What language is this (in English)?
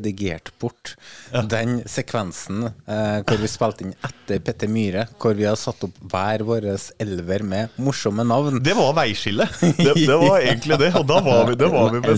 Norwegian